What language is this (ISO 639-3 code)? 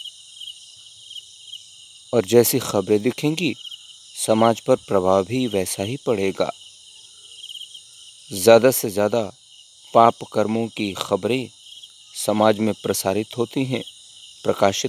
hin